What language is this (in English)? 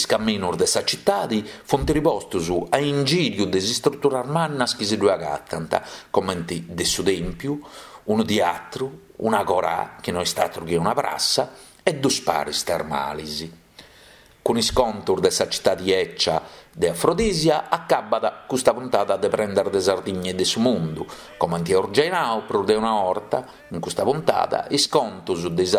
Sardinian